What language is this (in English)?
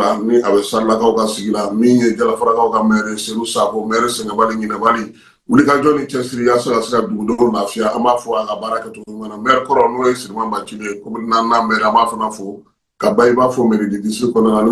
Bambara